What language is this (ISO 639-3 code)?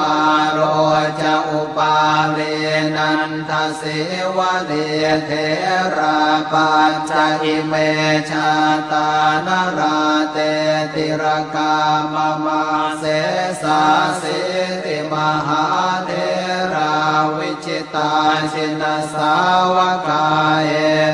pli